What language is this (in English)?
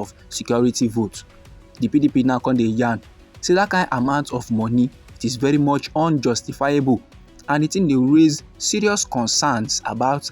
Nigerian Pidgin